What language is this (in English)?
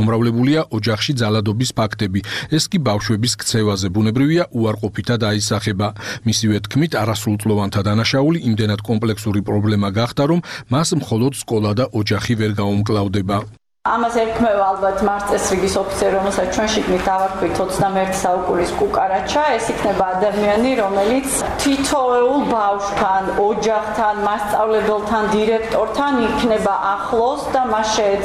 Georgian